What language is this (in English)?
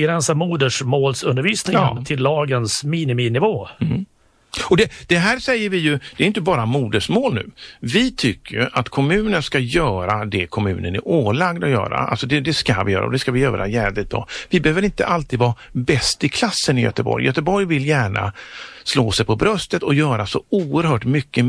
Swedish